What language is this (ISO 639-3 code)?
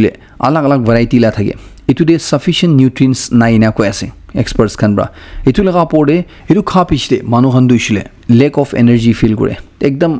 nag